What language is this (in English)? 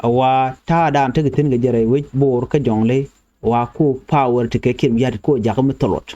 Nuer